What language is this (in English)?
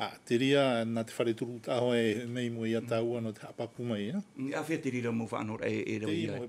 Tahitian